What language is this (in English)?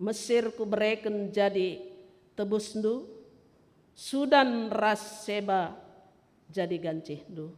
Batak Karo